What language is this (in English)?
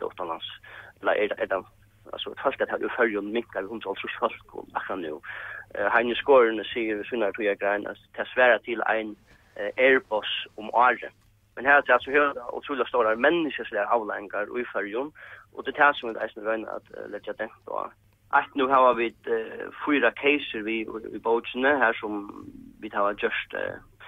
Faroese